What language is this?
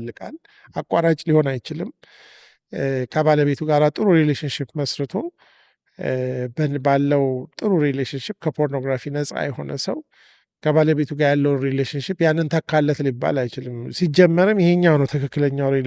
Amharic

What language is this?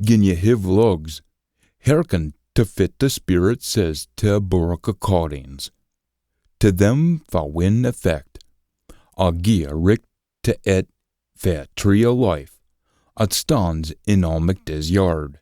Scots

